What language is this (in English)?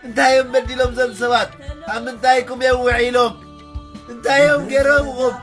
Tigrinya